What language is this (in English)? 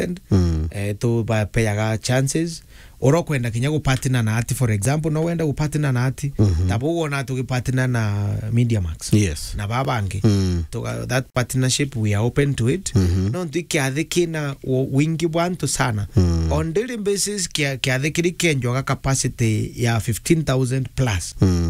Meru